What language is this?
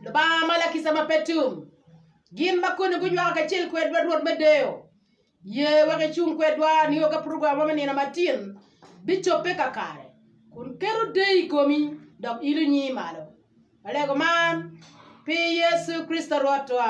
Acoli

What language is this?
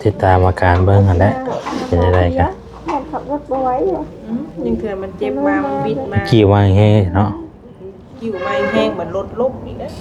Lao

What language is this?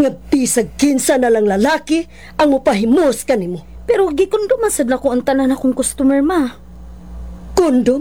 Cebuano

